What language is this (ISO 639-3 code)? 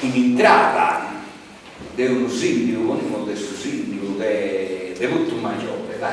srd